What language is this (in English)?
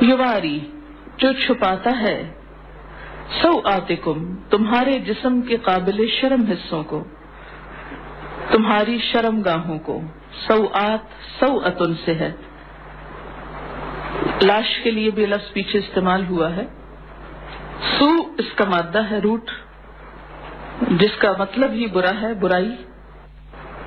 Urdu